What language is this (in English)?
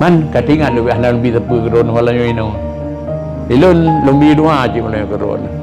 Achinese